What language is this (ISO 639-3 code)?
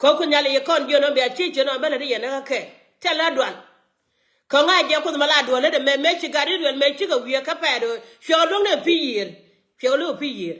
nus